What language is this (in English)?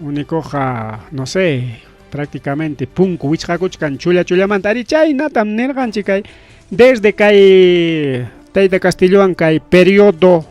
Ayacucho Quechua